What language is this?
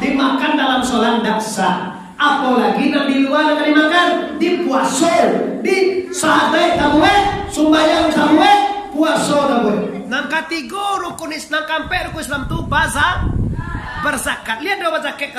Minangkabau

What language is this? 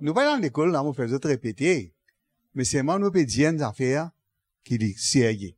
Morisyen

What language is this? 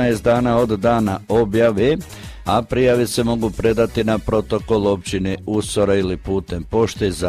Croatian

